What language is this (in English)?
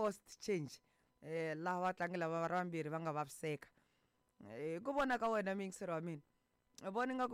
Tsonga